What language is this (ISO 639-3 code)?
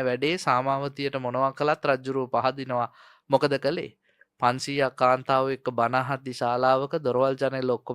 sin